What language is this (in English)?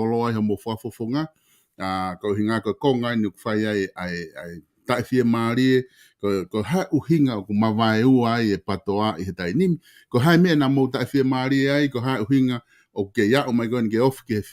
Tongan